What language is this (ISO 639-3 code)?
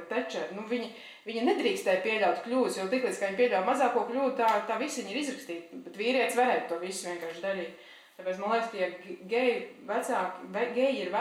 lav